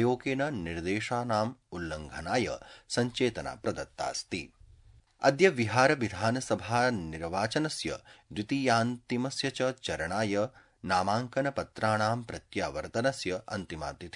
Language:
Sanskrit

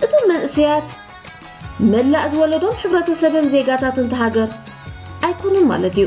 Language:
Tigrinya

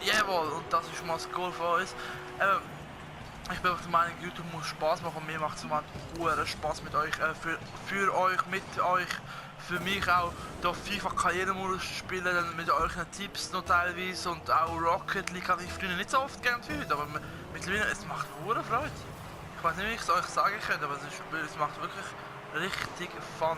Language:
Swiss German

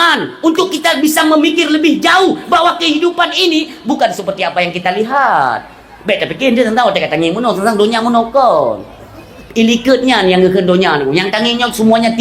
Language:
Achinese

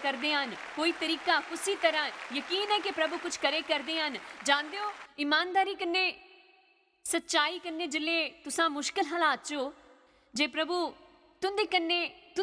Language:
Dogri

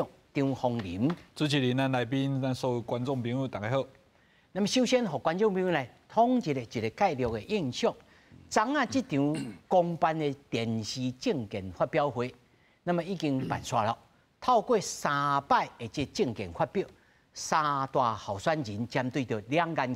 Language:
Min Nan Chinese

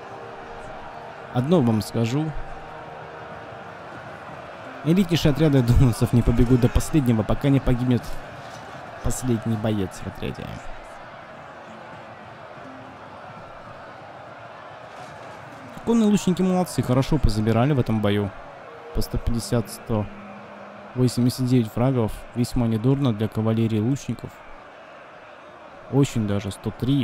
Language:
Russian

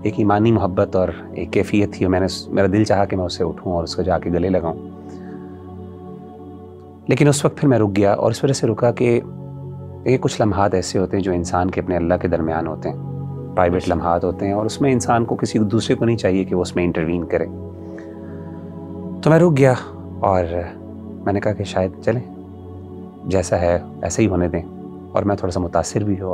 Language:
Urdu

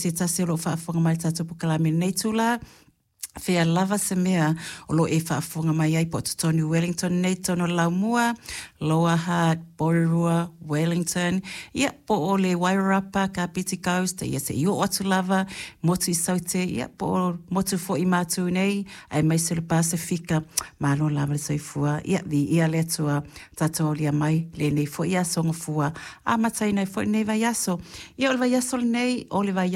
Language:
Samoan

